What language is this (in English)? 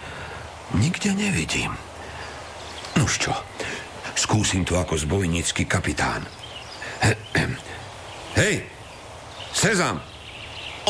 Slovak